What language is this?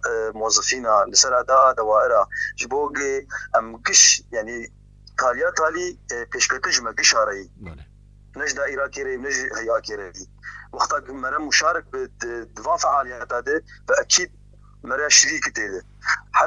Kurdish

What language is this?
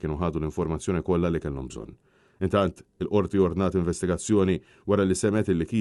Maltese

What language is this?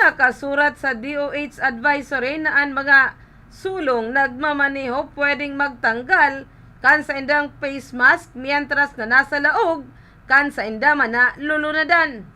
Bikol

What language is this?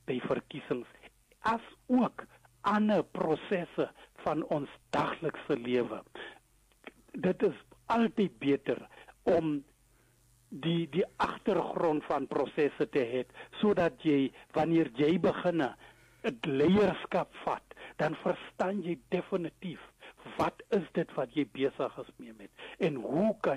Afrikaans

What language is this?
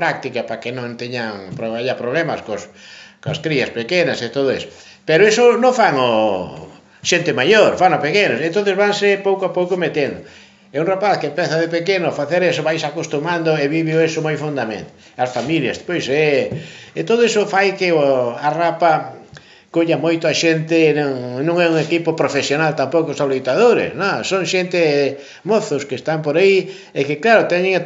Galician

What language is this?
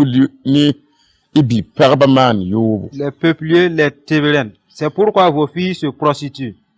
Mossi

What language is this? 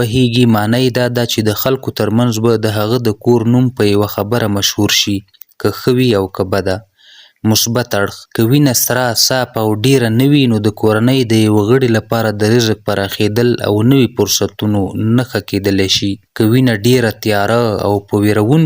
Pashto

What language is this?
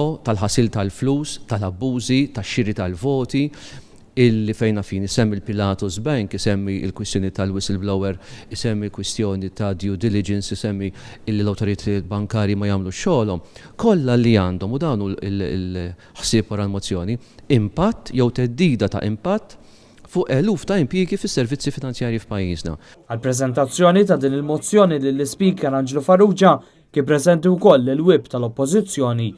Maltese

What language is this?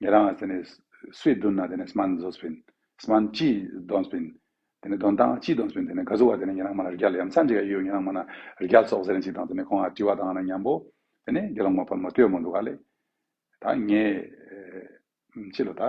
Ladakhi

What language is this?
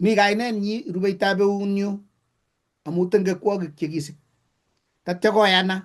Kalenjin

